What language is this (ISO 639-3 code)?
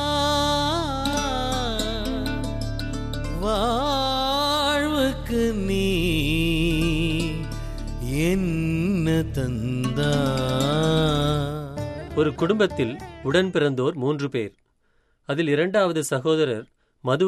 tam